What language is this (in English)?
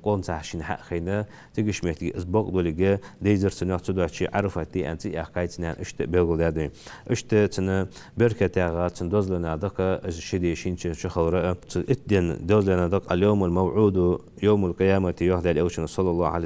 Ingush